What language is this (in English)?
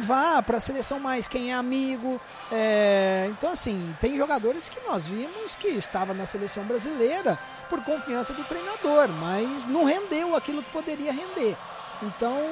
Portuguese